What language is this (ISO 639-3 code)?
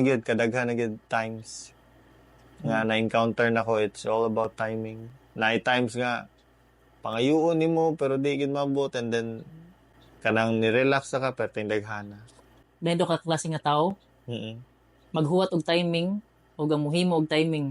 ceb